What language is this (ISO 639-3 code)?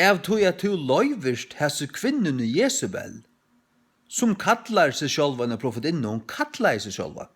fao